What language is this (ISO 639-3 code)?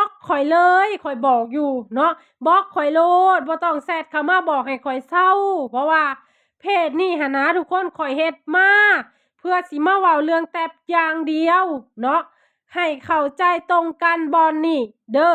lao